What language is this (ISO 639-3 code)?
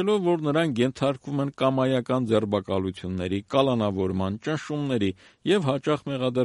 hye